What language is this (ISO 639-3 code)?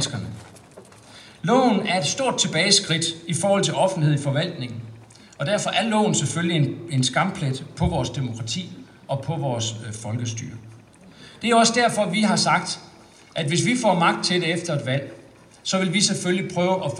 dan